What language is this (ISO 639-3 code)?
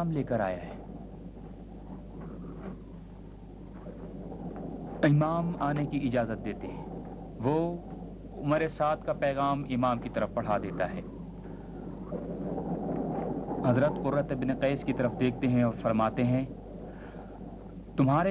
urd